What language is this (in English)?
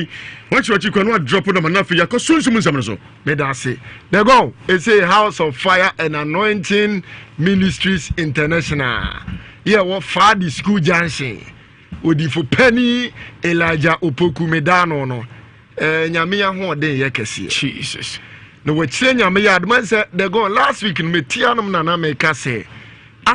Akan